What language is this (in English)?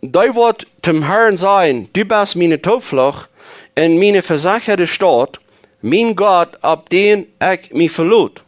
Plautdietsch